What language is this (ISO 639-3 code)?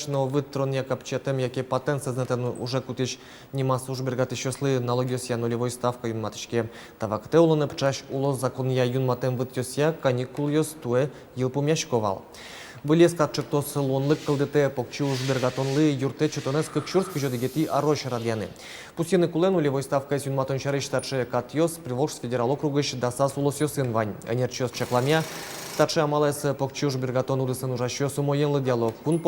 udm